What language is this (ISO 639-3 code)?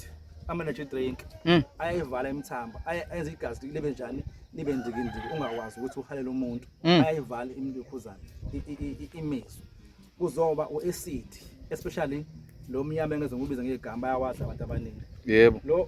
zul